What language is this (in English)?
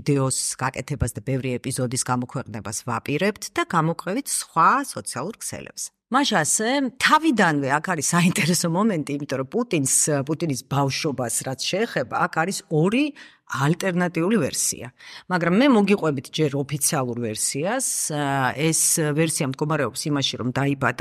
Georgian